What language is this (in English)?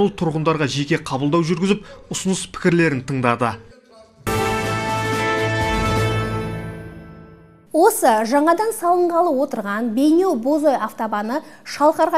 Kazakh